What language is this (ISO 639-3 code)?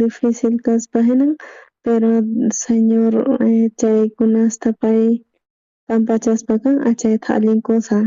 quh